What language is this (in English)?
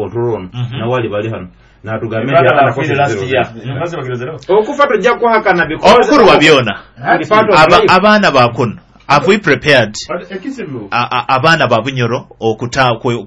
Nyoro